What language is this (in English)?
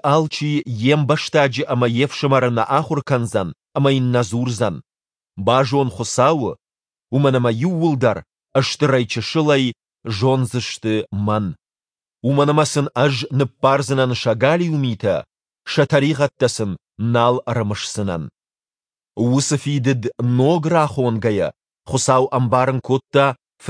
Ossetic